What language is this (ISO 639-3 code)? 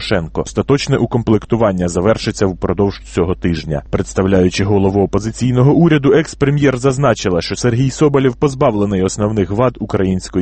ukr